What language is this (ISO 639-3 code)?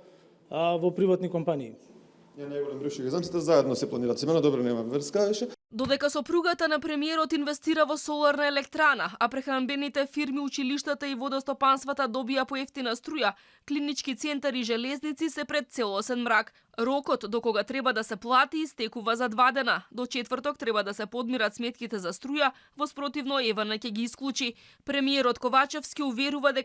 mkd